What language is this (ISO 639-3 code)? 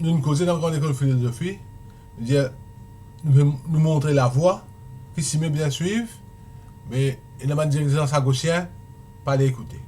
mfe